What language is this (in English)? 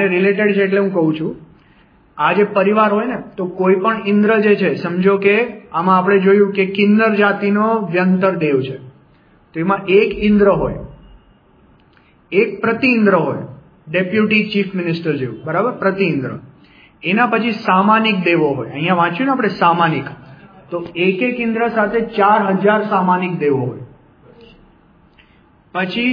Gujarati